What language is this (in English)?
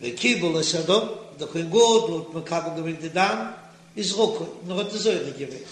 Yiddish